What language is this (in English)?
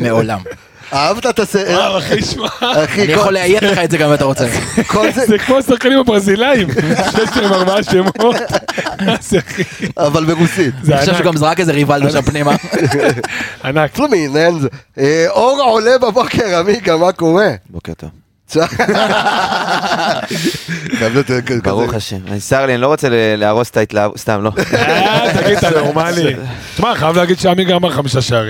Hebrew